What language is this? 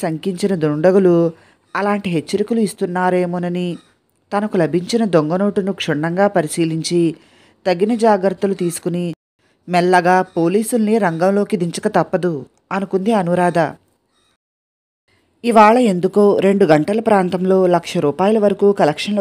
Telugu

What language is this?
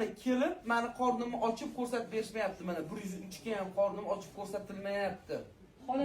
Uzbek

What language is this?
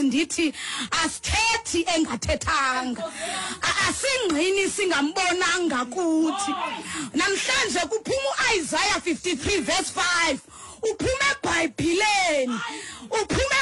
Xhosa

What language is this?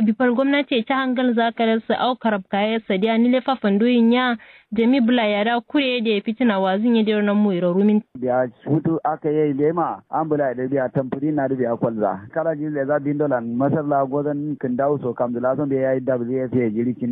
Kanuri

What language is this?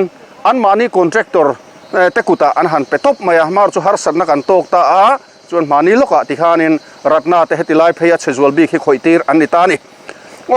Mizo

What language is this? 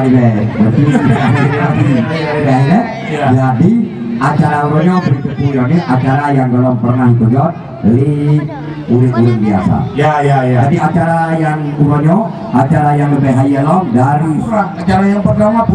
Achinese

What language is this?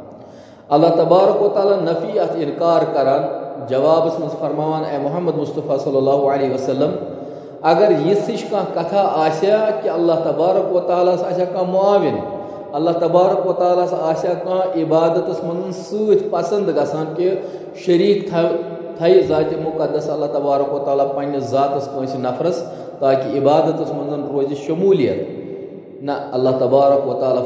Kashmiri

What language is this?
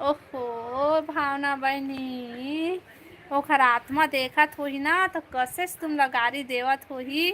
Chhattisgarhi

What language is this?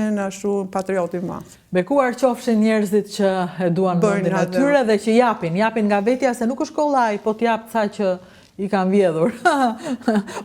Albanian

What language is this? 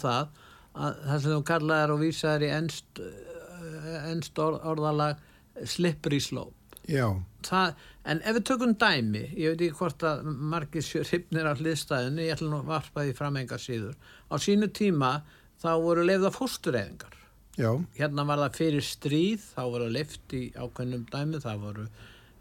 Icelandic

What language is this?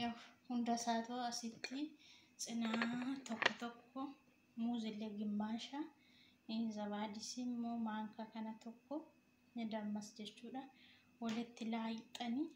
Oromo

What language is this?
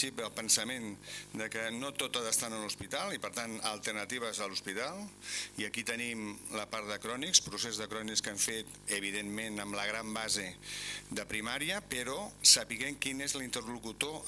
Catalan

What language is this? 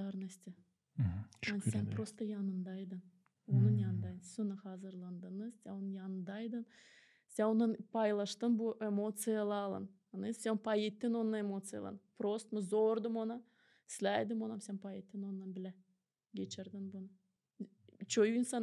Gagauz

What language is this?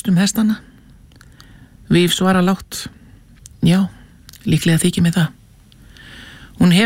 Icelandic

